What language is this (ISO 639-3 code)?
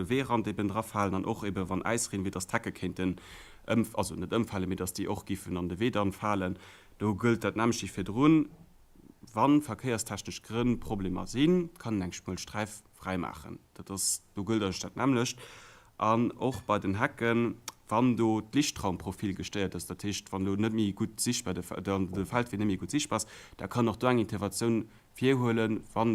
ltz